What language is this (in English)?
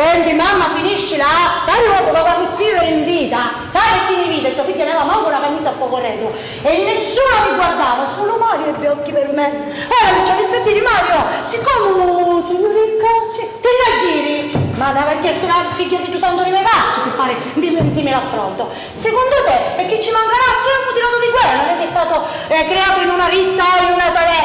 Sicilian